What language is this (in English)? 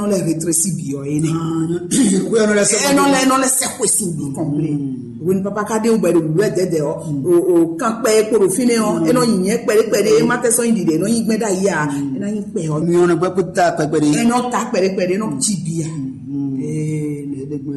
Fon